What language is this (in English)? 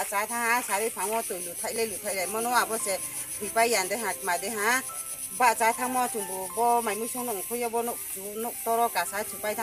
Riang (India)